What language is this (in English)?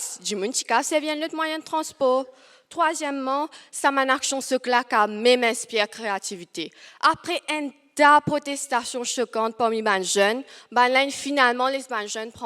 Morisyen